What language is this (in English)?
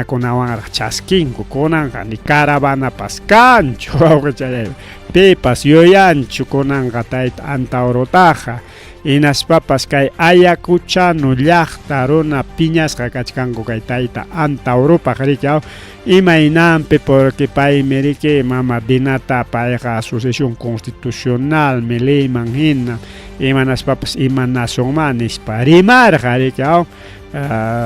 Ayacucho Quechua